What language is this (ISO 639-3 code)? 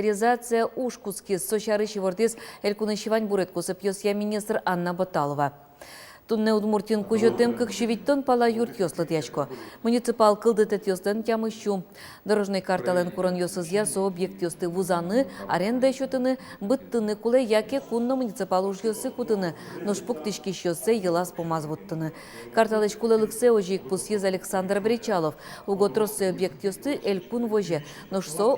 udm